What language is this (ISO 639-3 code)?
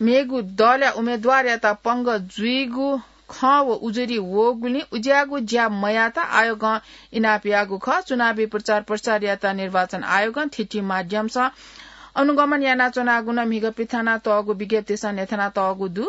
new